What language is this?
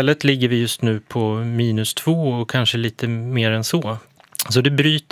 Swedish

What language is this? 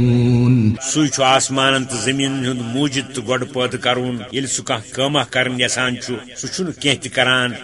Kashmiri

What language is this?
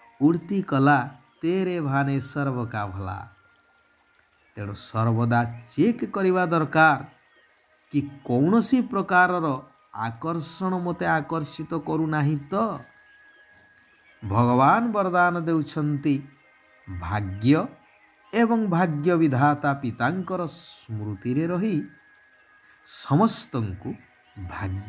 Odia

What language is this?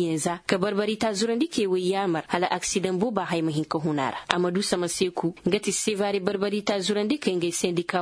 Koyraboro Senni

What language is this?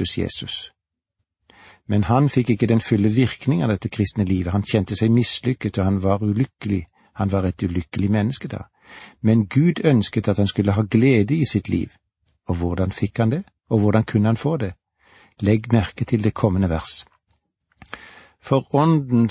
Norwegian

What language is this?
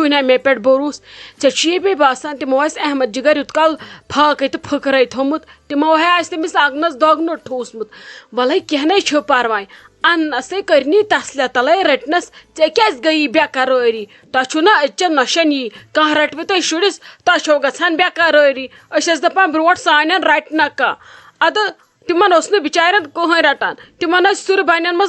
Kashmiri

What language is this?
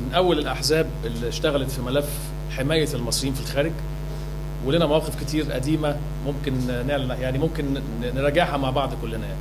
Egyptian Arabic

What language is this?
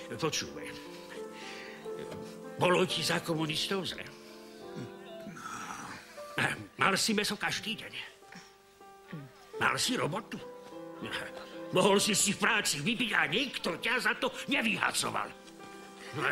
Slovak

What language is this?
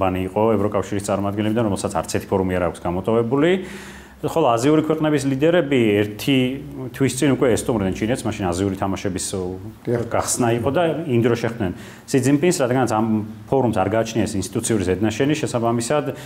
Georgian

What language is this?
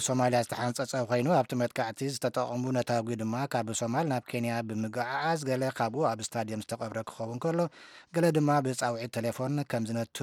Tigrinya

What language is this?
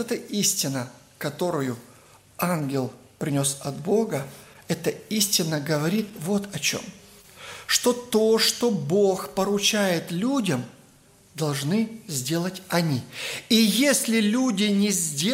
Russian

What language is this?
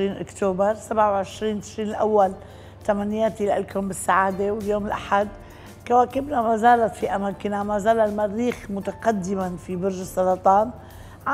North Levantine Arabic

